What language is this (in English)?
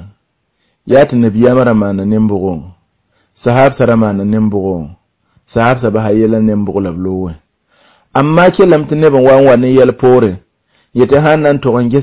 Mossi